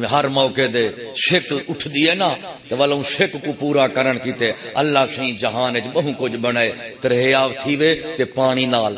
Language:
Saraiki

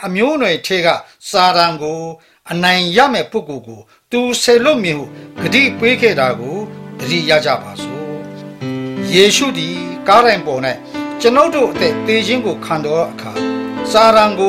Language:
Burmese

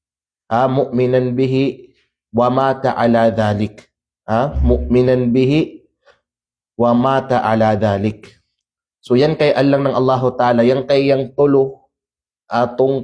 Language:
Kalagan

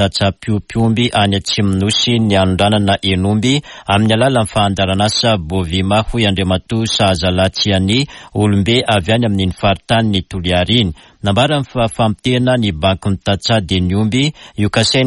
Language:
Malagasy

